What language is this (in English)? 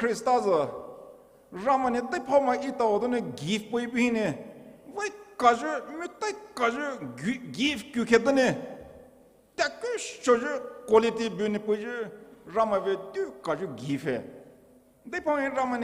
Poumei Naga